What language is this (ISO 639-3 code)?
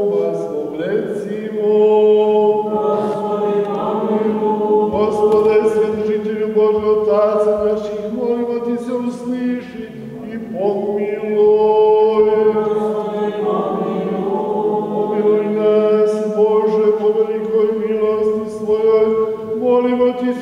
srp